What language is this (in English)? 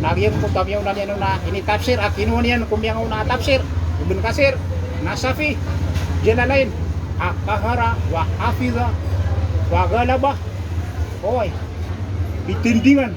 Maranao